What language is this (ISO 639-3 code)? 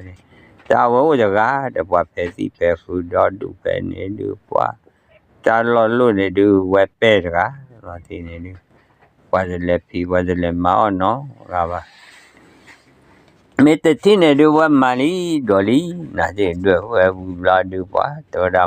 ksw